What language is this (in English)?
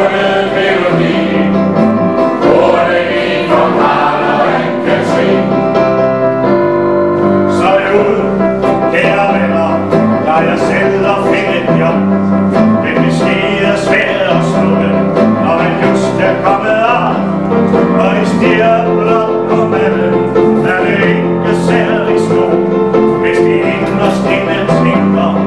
Danish